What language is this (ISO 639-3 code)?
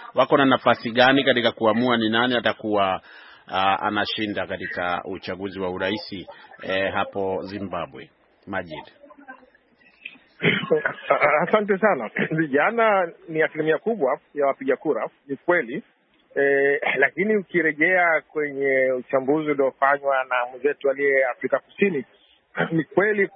swa